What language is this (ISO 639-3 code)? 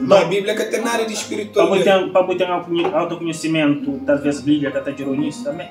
kea